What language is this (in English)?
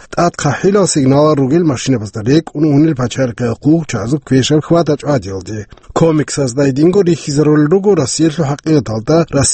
Avaric